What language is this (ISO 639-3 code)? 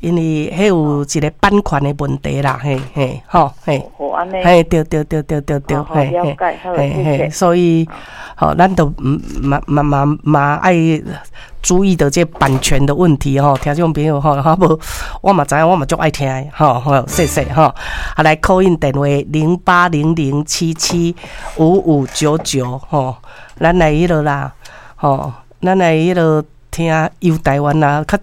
nan